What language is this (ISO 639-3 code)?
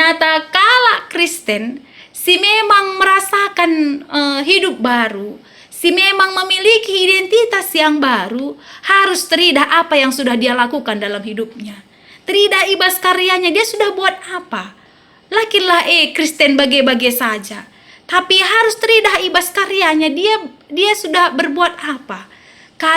btx